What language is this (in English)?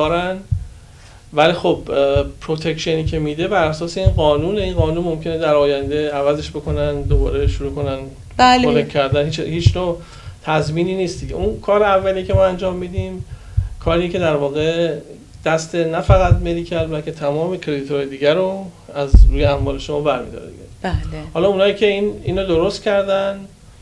Persian